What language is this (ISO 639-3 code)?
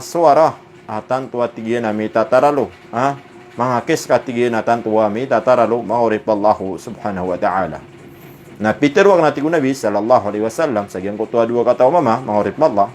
mrw